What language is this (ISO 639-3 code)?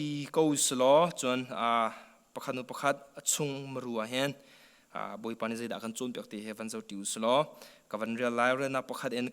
cnh